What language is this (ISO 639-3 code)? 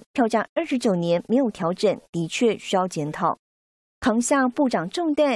zho